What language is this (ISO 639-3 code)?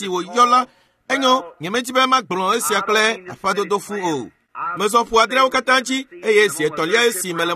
ewe